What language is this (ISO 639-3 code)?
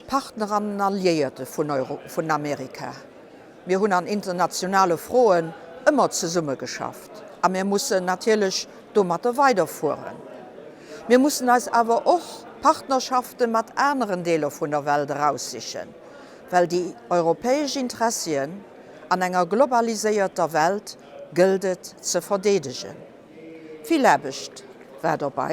ltz